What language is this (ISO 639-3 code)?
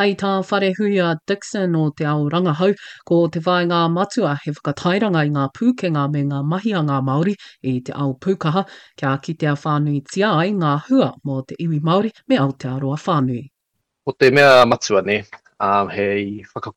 mri